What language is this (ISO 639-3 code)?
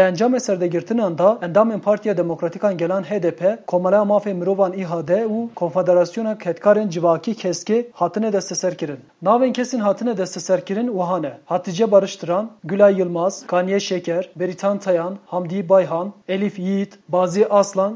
kur